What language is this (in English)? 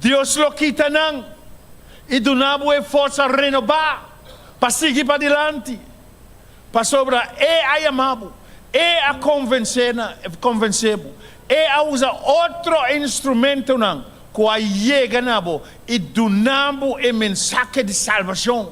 Papiamento